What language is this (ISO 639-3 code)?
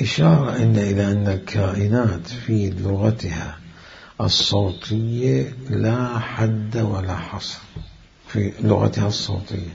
acm